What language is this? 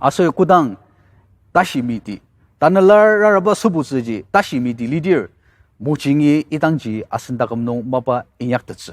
Ao Naga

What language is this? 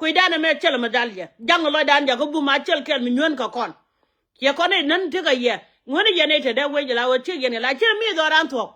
Nuer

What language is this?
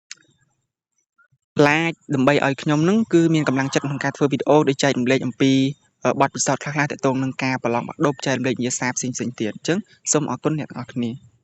Khmer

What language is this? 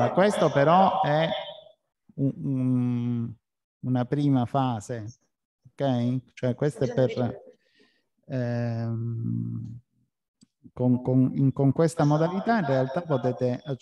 Italian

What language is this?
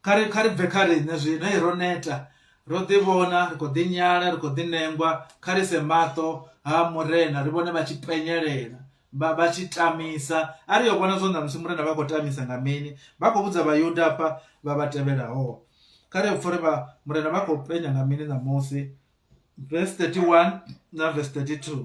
Venda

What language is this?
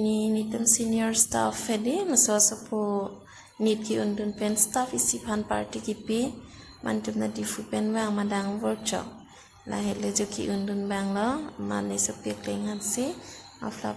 Karbi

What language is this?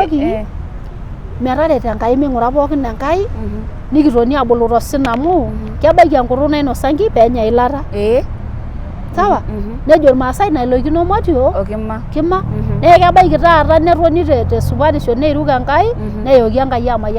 Masai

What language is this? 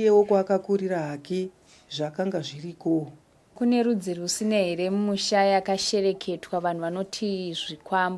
Shona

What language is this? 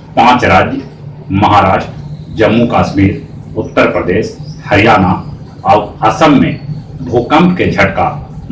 Magahi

